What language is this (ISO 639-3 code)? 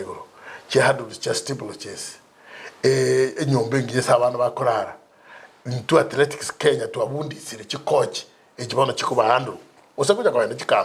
guz